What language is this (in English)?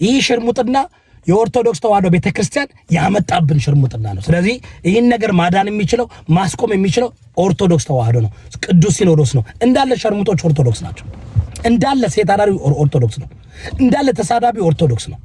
Amharic